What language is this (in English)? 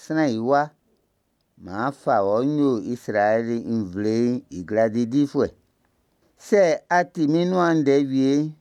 Baoulé